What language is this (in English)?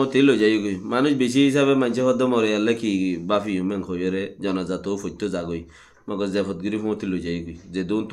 Rohingya